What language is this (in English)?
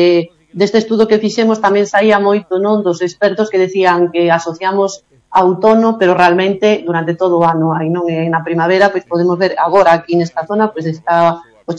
Galician